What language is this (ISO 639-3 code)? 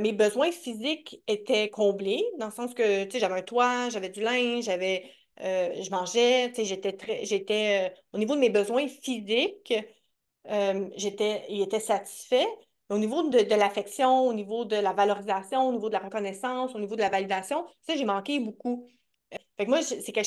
fra